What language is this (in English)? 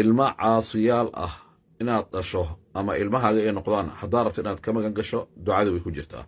Somali